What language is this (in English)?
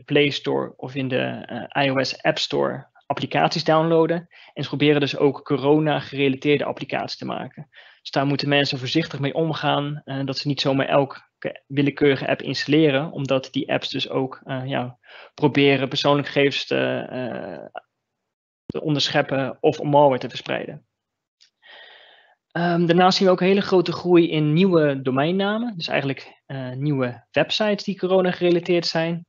Dutch